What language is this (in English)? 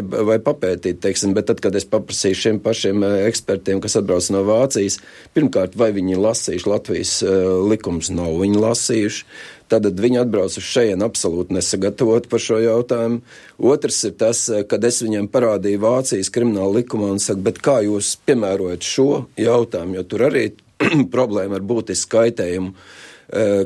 Latvian